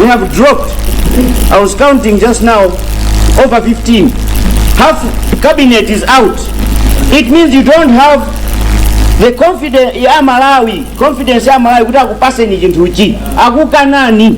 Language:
Nyanja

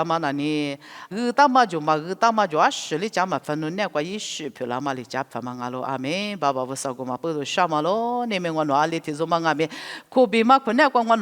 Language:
Lisu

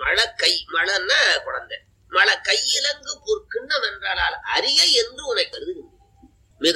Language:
Tamil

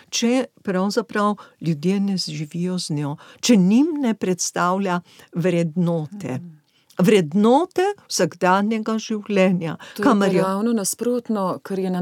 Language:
Slovenian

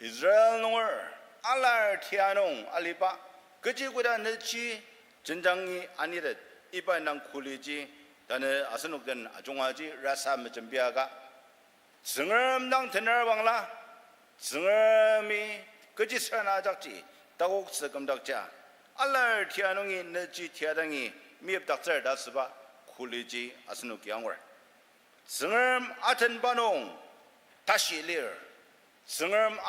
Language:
Ao Naga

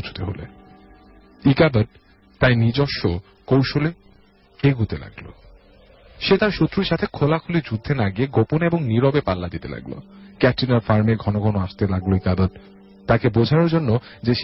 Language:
Bangla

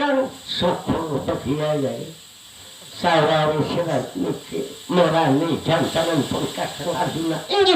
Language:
Banjar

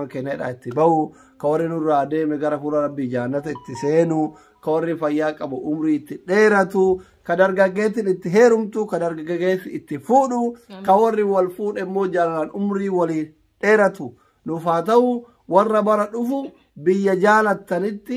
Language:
Oromo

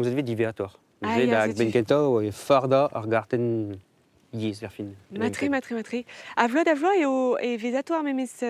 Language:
Breton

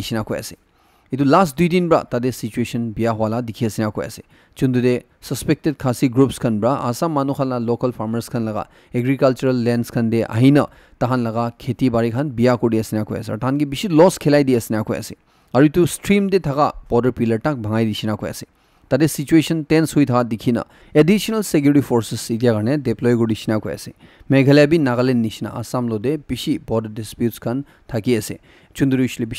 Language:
Naga Pidgin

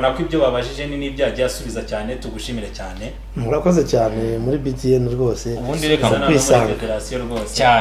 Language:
Kinyarwanda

